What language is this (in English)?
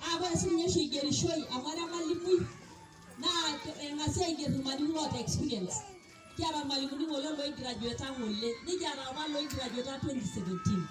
Masai